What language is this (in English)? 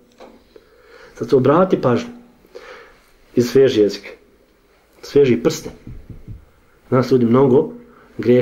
Bosnian